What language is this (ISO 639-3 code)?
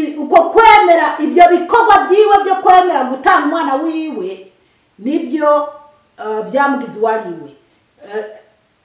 run